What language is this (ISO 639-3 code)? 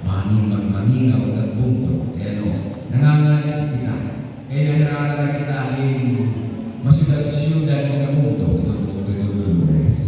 war